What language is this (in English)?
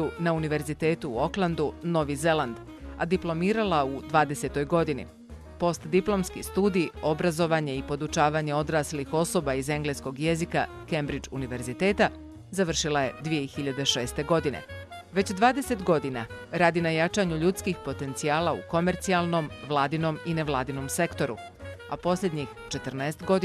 Bosnian